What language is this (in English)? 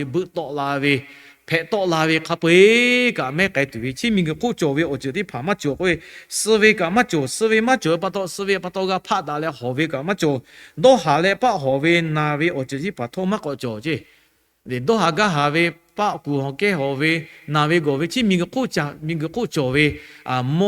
Lahu